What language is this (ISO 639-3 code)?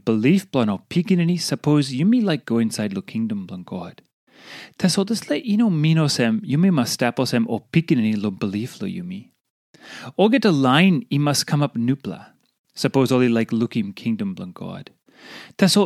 tpi